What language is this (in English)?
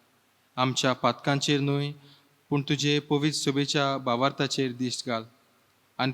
Konkani